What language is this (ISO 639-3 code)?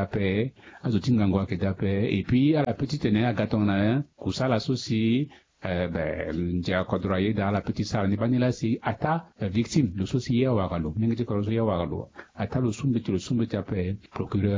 sag